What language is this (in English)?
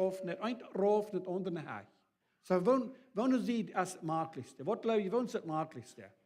Plautdietsch